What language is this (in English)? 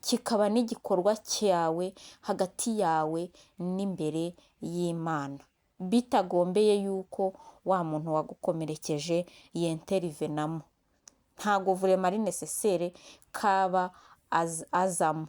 Kinyarwanda